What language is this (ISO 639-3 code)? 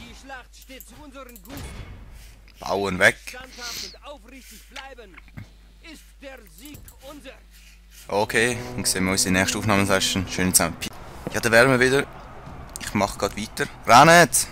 gsw